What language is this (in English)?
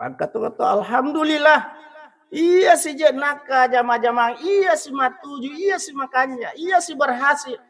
Buginese